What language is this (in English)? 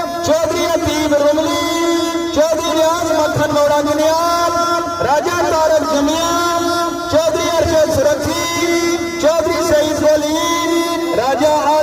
Pahari-Potwari